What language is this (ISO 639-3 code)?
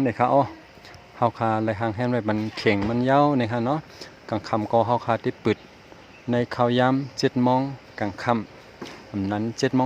shn